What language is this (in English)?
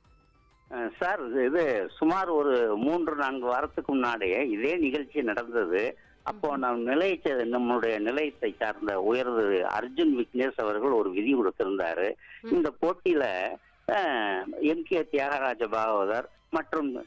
Tamil